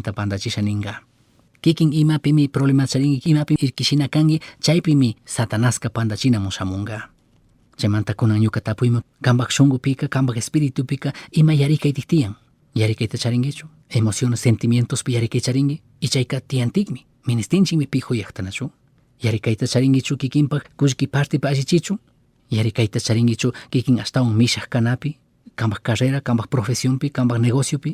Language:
Chimborazo Highland Quichua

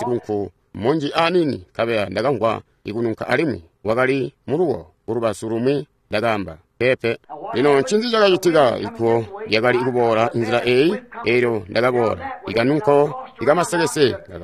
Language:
Tonga (Zambia)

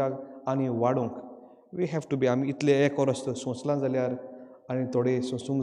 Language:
Konkani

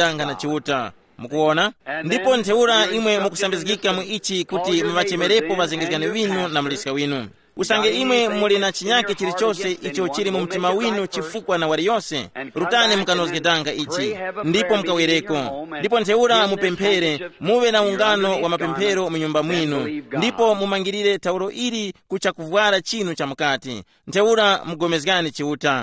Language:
Tumbuka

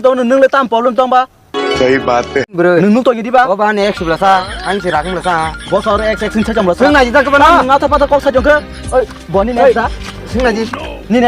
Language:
Kok Borok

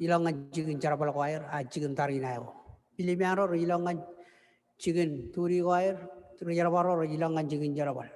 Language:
Marshallese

